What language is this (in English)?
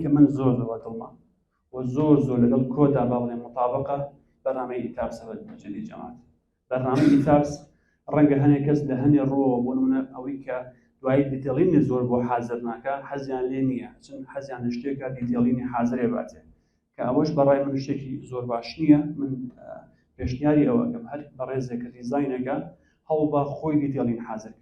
Central Kurdish